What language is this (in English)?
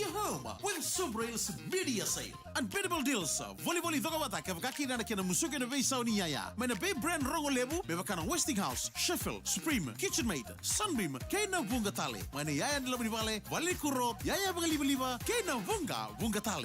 Fijian